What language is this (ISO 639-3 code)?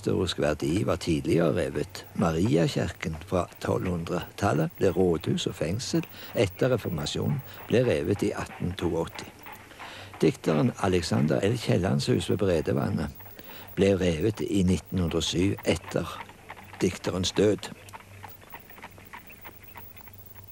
nor